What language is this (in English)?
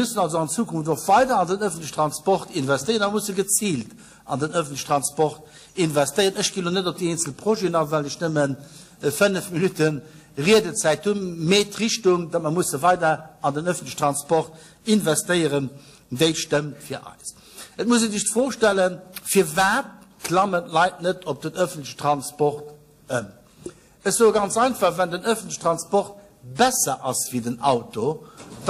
Luxembourgish